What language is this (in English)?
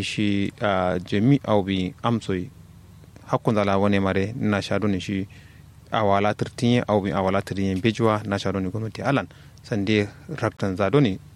Kanuri